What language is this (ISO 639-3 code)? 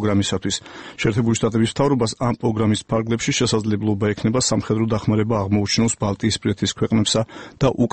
kat